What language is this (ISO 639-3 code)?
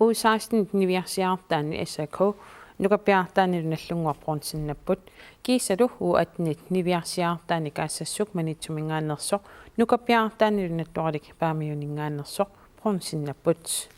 kal